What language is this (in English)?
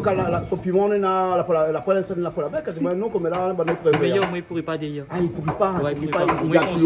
Réunion Creole French